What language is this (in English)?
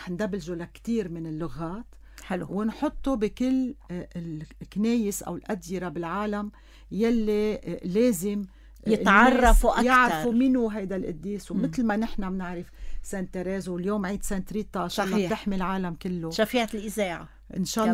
North Levantine Arabic